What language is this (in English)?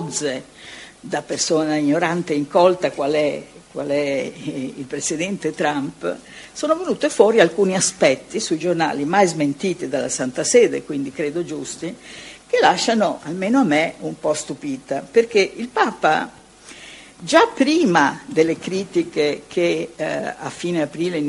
Italian